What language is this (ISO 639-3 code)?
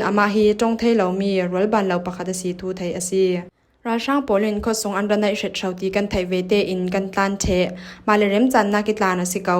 cfm